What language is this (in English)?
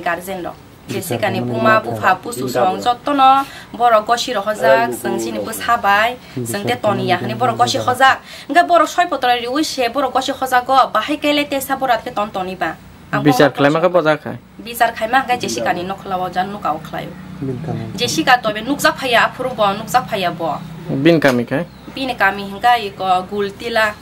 Kok Borok